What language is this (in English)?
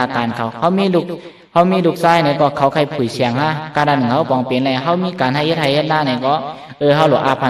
Lao